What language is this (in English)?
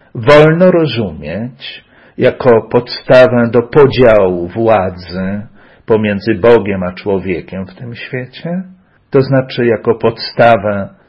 Polish